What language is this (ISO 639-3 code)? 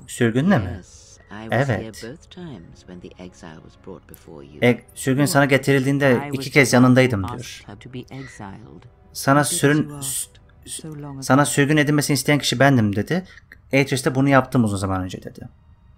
tur